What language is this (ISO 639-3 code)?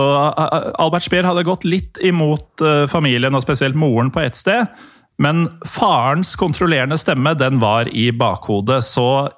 nor